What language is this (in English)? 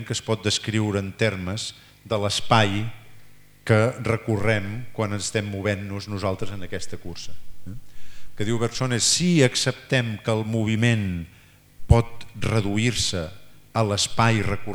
Catalan